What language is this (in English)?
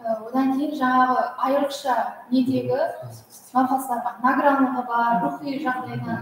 Kara-Kalpak